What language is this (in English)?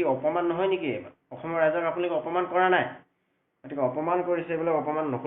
Assamese